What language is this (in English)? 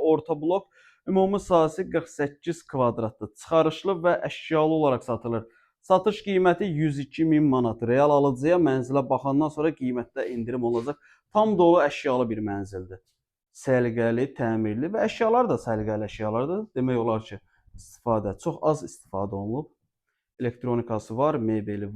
Azerbaijani